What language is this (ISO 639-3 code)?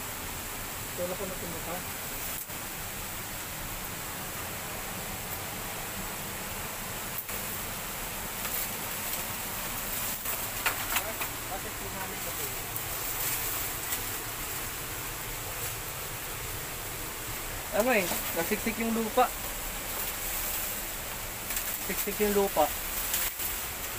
fil